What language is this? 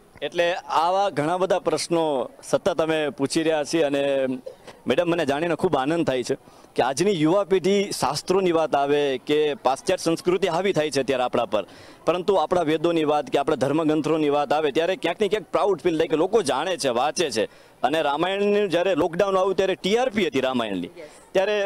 Gujarati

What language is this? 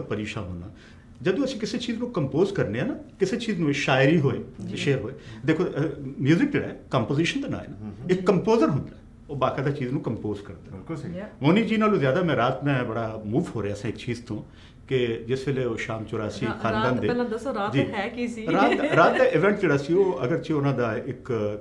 Punjabi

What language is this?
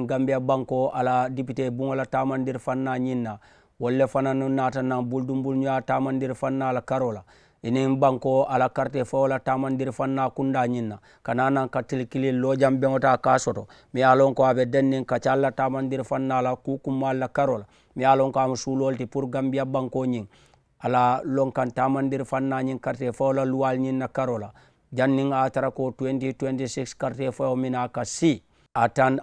Mandingo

